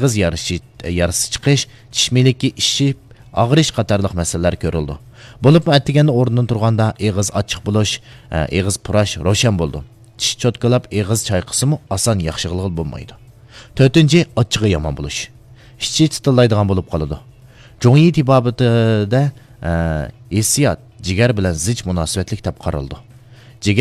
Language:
Uyghur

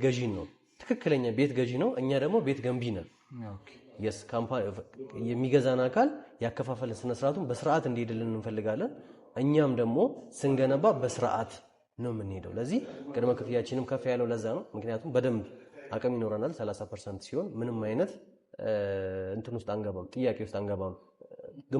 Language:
Amharic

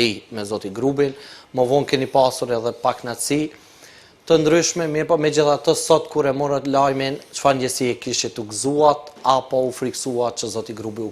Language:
Albanian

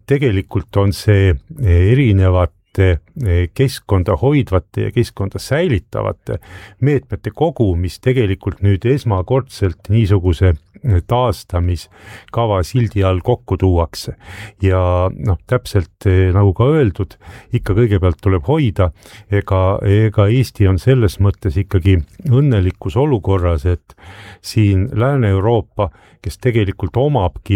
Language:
Estonian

